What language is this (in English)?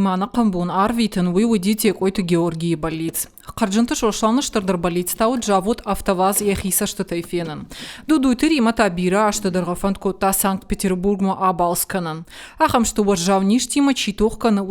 Ossetic